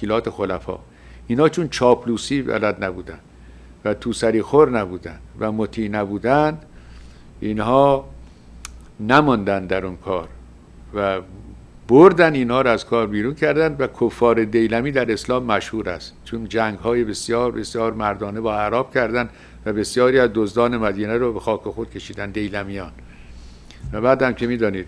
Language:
Persian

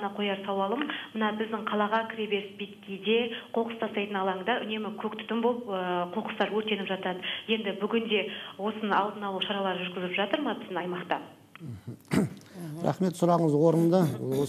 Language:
Kazakh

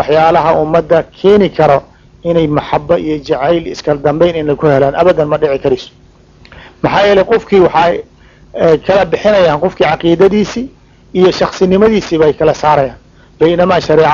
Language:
Somali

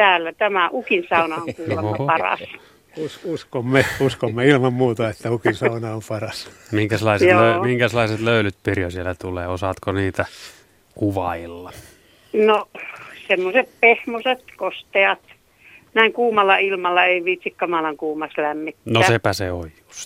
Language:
Finnish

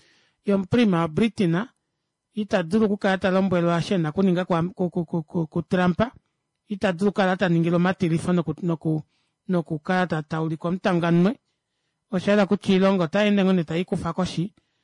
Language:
Kuanyama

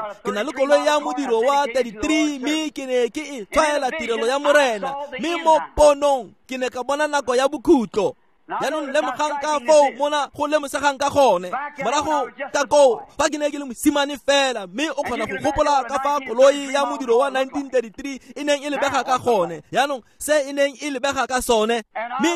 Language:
Tswana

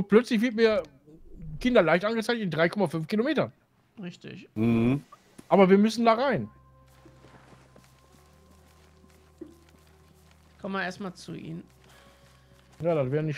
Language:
German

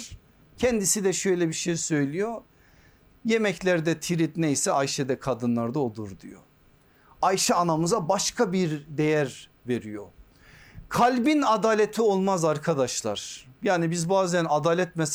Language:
Turkish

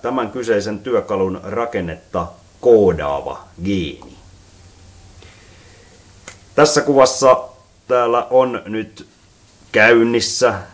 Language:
Finnish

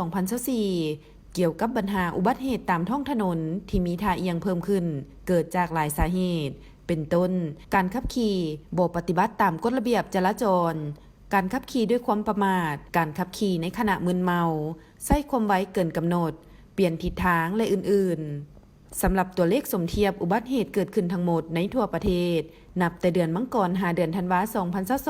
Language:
Lao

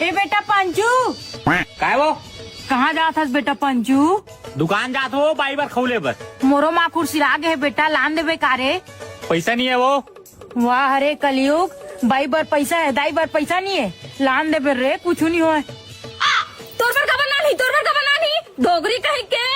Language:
Chhattisgarhi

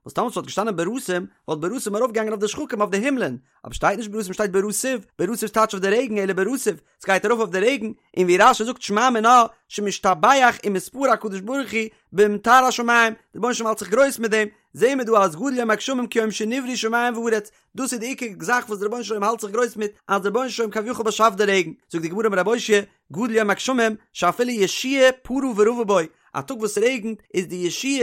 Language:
Yiddish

